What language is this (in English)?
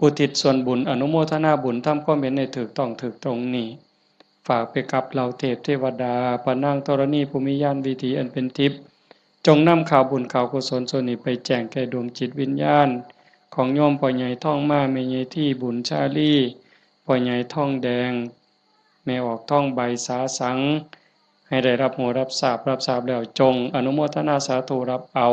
Northeastern Thai